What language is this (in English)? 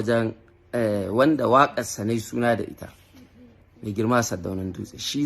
Hausa